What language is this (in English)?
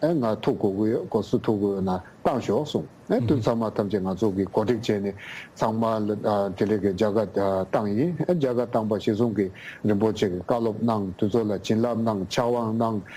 Tibetan